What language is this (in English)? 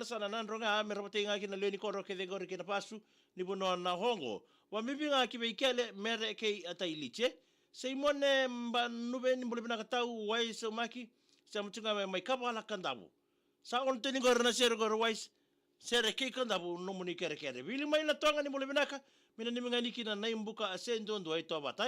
Fijian